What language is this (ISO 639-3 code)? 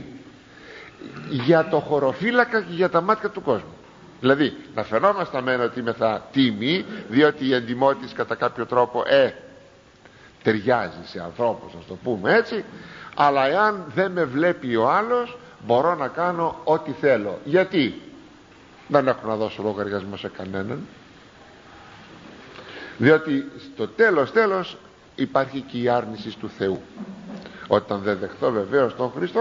ell